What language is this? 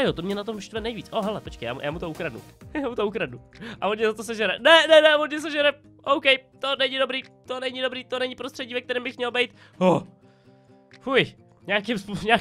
Czech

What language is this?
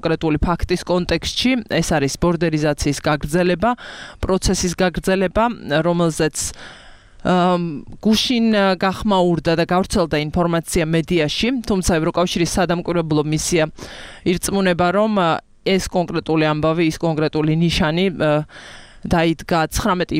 Georgian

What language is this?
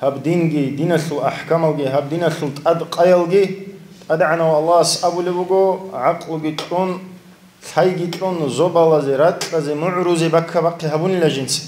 Avaric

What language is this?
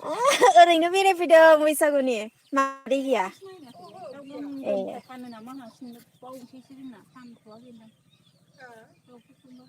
Bodo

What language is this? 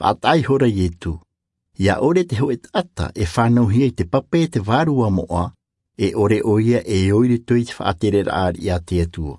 Tahitian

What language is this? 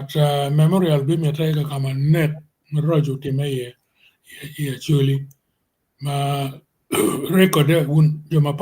Acoli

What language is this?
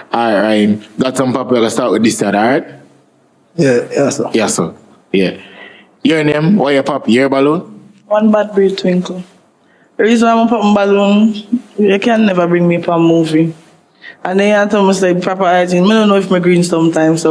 Jamaican Creole English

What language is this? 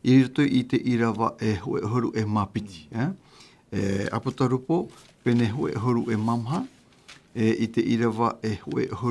Tahitian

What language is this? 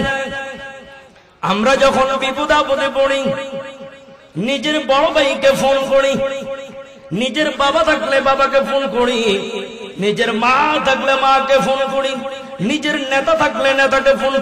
Bangla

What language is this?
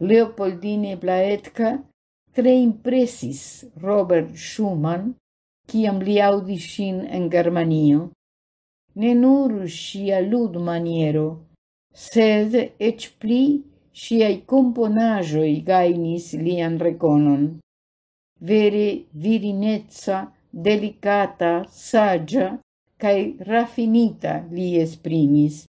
Esperanto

